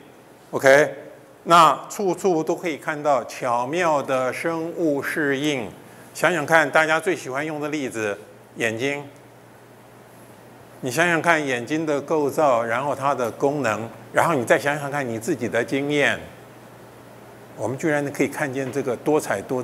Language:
Chinese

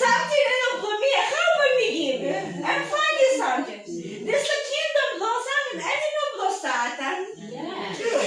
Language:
Tok Pisin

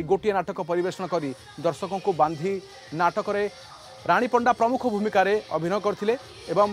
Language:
Odia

